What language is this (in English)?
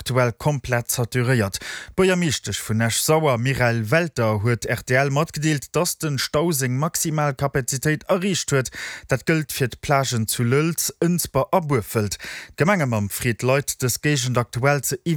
Luxembourgish